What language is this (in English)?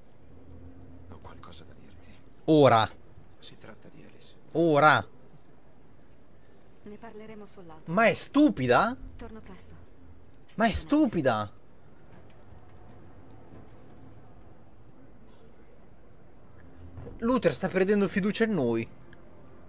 Italian